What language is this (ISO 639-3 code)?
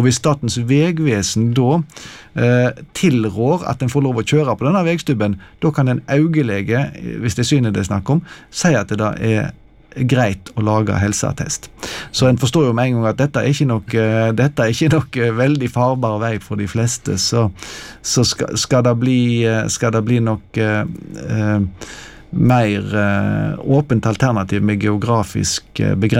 nor